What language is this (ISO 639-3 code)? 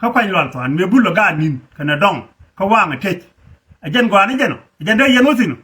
nus